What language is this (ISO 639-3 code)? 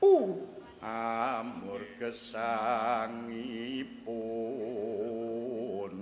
jav